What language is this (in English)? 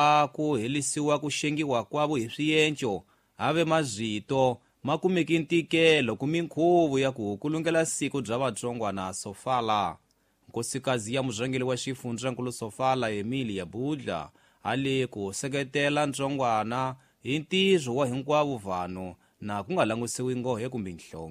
Tsonga